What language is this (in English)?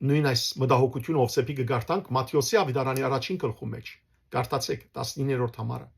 Western Armenian